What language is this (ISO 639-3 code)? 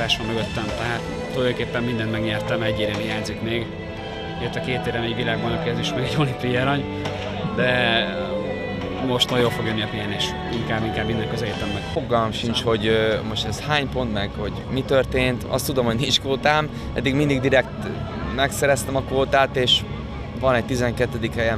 hun